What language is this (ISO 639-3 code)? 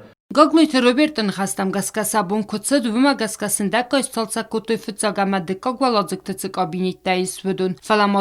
oss